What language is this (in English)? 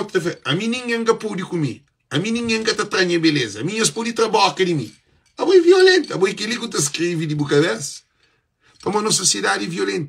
Kabuverdianu